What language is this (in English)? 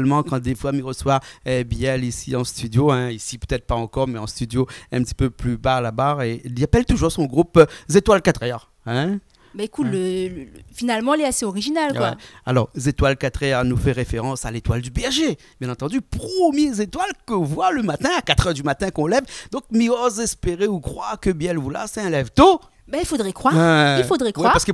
Réunion Creole French